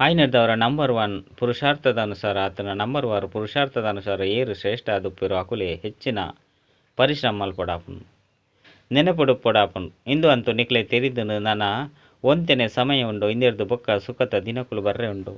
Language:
Tulu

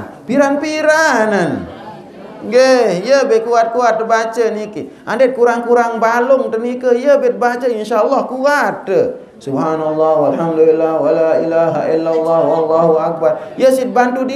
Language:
Sasak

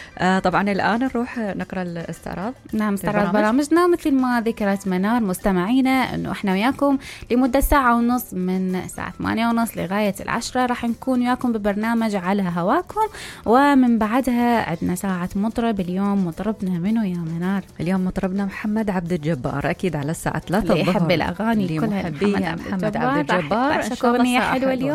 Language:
Mesopotamian Arabic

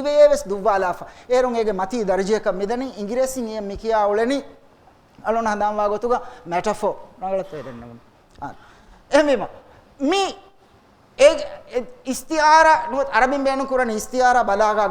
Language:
Divehi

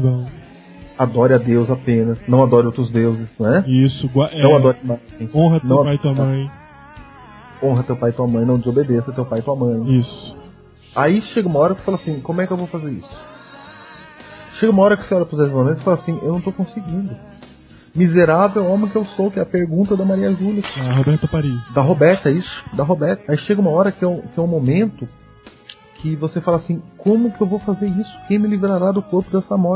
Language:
Portuguese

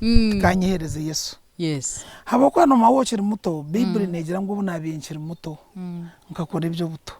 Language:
Nyankole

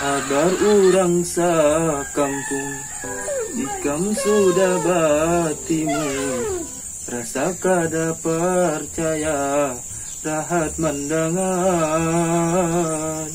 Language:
Banjar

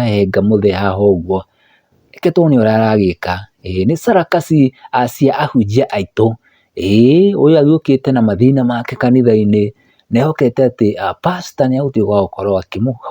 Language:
Kikuyu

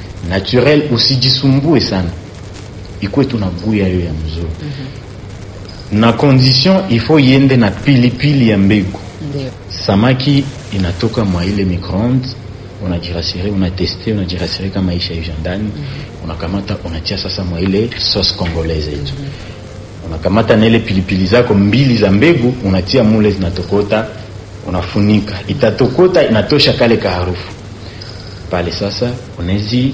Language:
Swahili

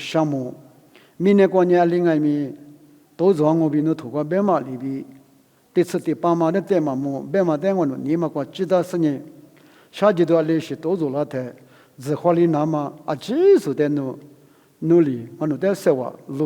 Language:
Lisu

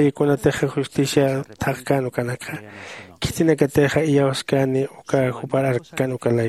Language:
Aymara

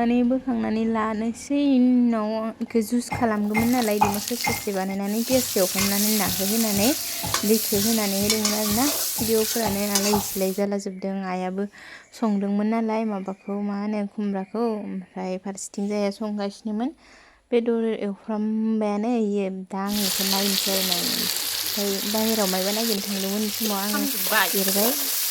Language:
Bodo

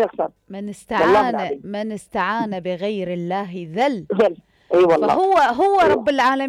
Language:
Mesopotamian Arabic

